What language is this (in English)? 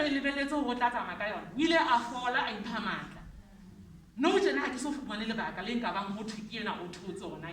Southern Sotho